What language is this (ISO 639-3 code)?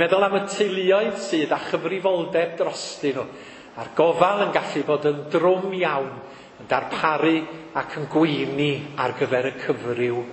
cym